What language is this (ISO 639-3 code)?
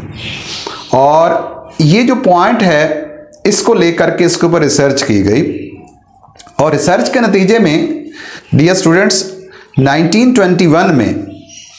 hin